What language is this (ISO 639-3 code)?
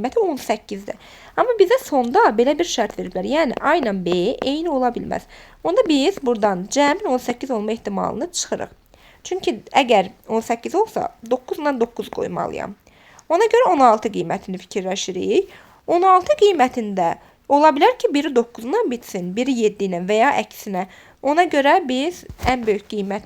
aze